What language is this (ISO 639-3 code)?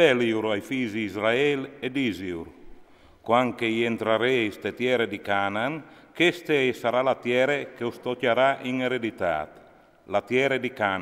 fur